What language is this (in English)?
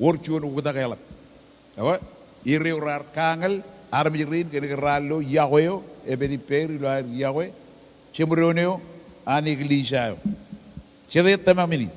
Marshallese